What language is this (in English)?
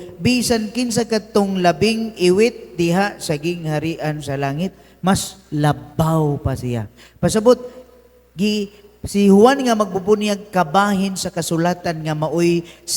Cebuano